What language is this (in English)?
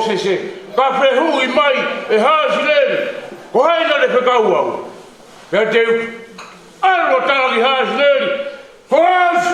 Tongan